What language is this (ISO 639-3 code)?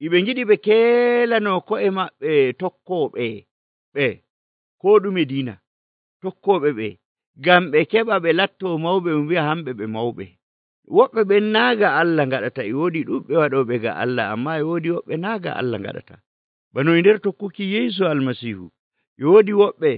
fuv